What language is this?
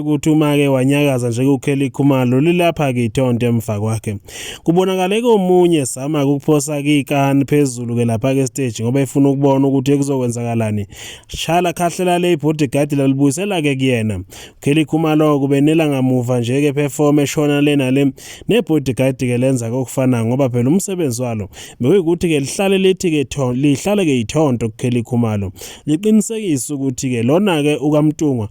Zulu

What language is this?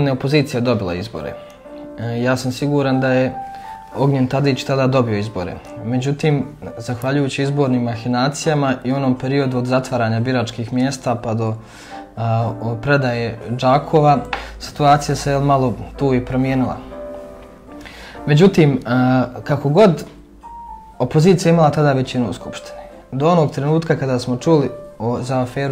Serbian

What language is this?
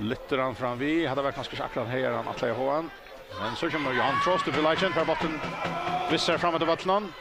Faroese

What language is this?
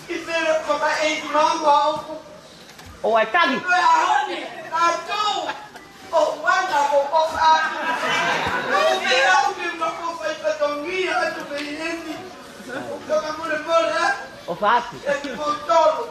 Tongan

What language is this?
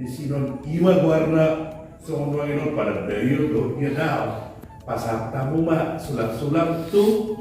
Batak Toba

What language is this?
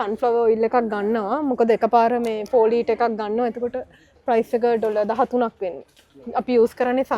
Sinhala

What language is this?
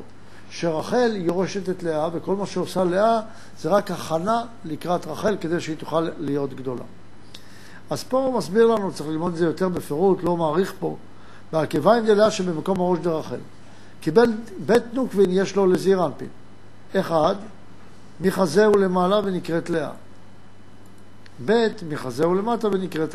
Hebrew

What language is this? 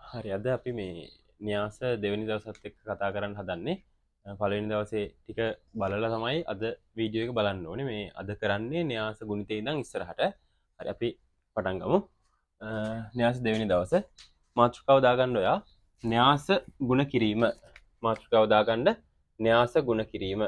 Sinhala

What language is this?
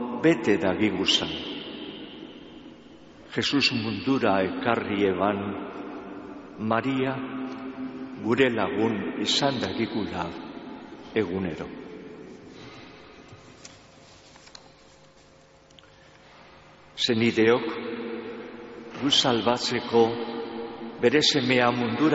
Basque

